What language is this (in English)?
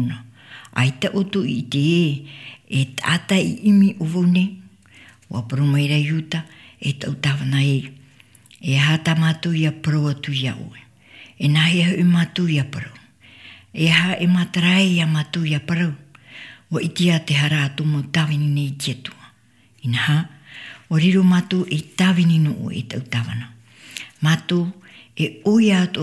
Tahitian